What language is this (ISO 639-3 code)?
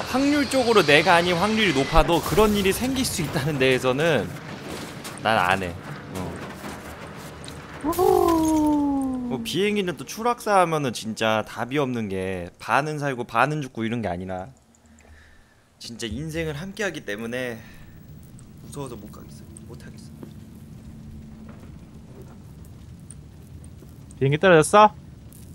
kor